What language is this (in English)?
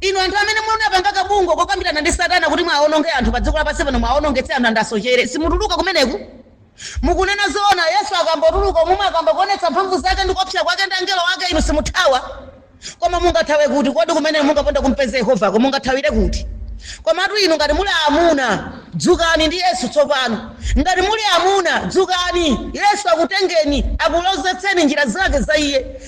Nyanja